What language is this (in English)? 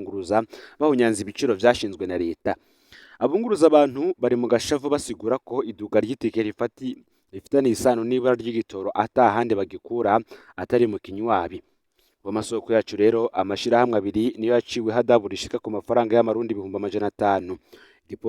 Rundi